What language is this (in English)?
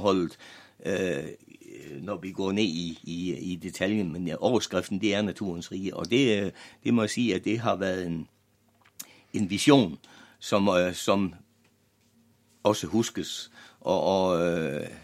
Danish